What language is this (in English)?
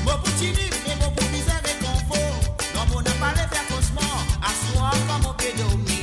Morisyen